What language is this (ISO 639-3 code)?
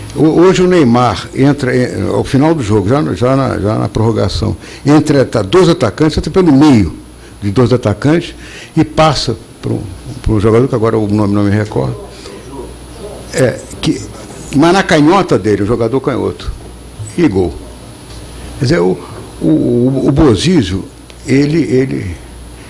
por